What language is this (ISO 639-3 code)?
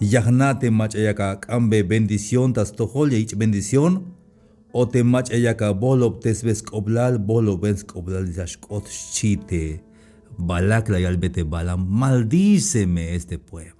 tzh